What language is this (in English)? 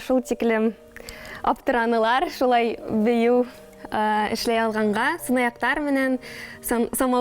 Bashkir